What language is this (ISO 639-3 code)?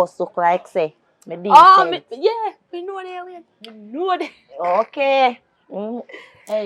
jam